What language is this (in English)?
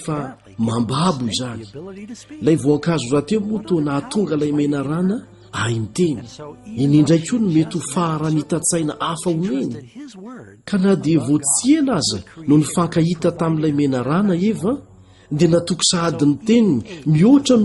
Malagasy